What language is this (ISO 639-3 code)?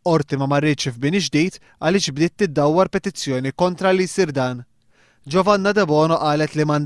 mlt